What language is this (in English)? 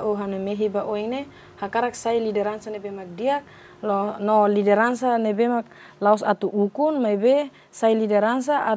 Tetum